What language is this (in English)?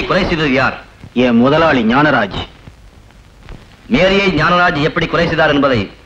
Tamil